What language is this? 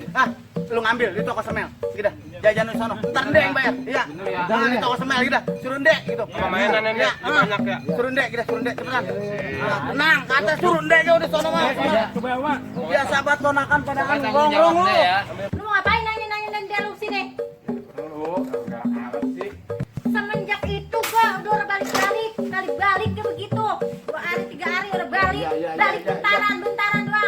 Betawi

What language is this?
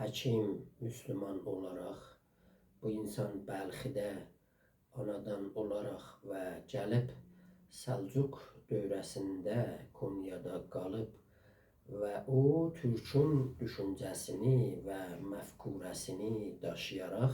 South Azerbaijani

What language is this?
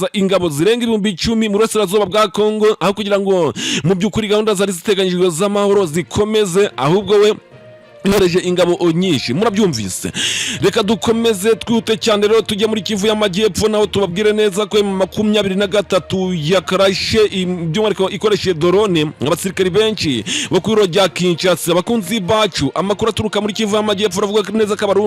Kinyarwanda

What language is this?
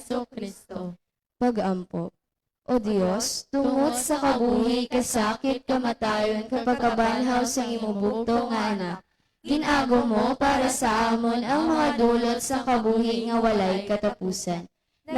Hiligaynon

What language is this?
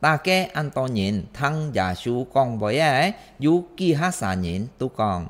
Hakka Chinese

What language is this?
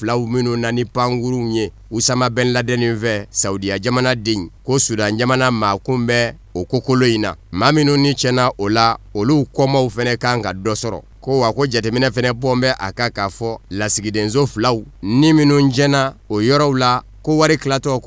Bambara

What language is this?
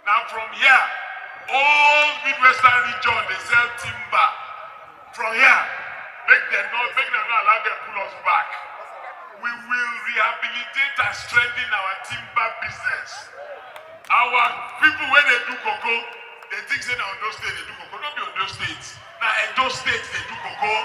Nigerian Pidgin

